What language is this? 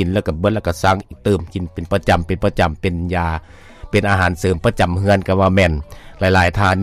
Lao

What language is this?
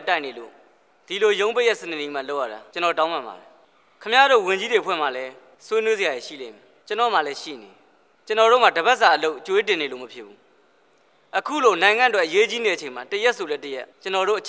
Burmese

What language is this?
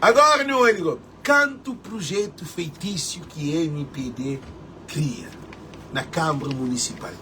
Kabuverdianu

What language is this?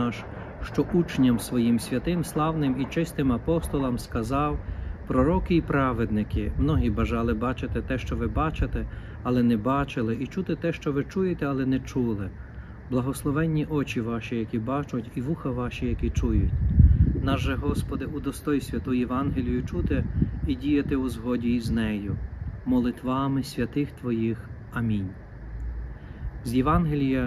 Ukrainian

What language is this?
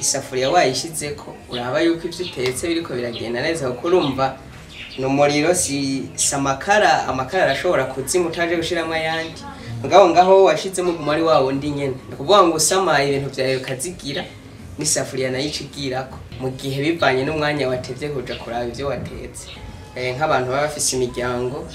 Rundi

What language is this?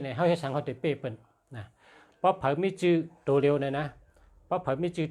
Shan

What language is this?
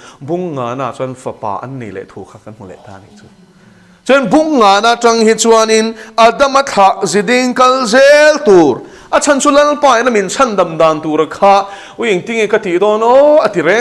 Mizo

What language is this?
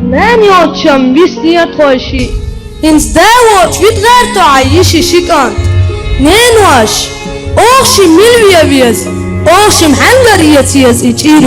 Chechen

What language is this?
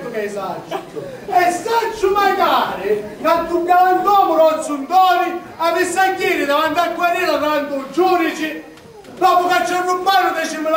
Sicilian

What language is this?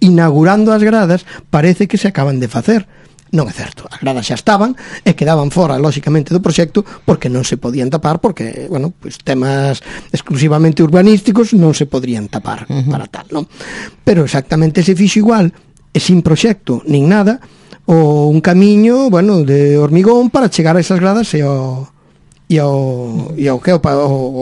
Galician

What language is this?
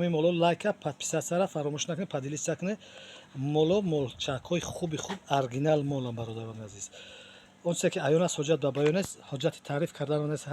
Tajik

